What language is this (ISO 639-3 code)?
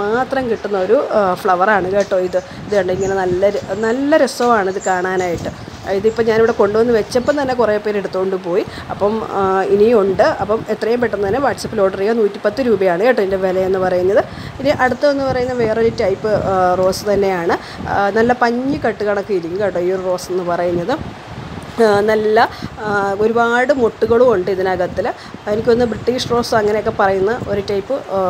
mal